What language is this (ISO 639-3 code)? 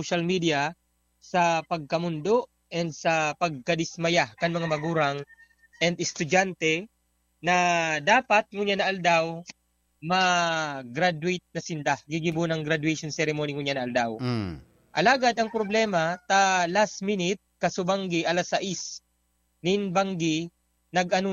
bik